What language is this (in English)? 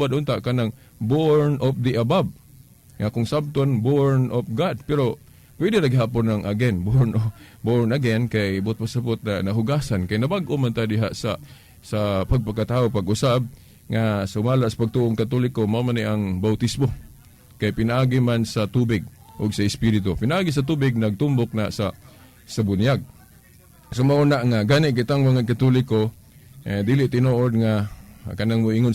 Cebuano